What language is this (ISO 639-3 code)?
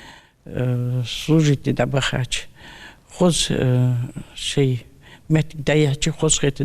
inh